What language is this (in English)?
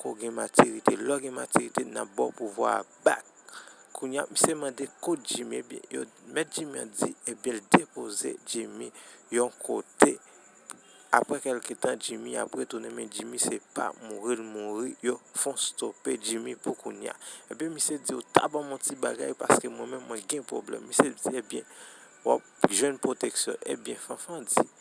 Haitian Creole